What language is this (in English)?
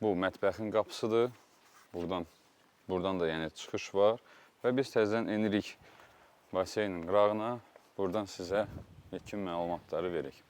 Azerbaijani